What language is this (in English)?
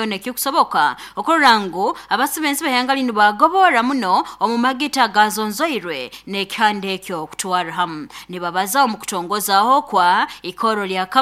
Nyoro